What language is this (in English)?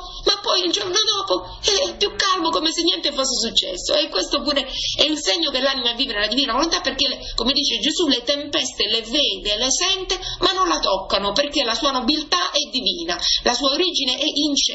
Italian